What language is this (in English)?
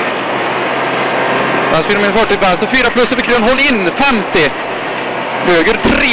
Swedish